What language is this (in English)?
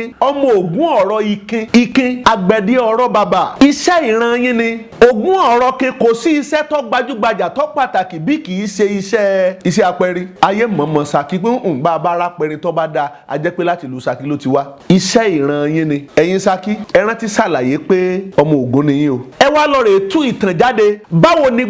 Yoruba